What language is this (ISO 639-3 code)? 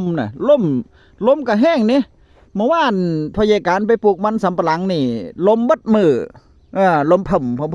tts